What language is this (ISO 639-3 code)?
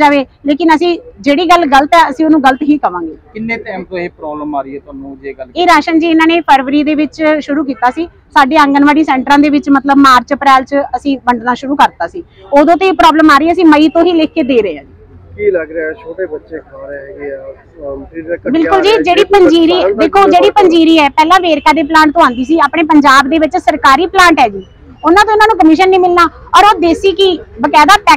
pan